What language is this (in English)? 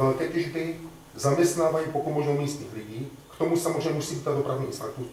Czech